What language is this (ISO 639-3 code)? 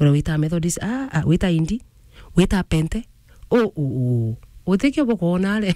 mer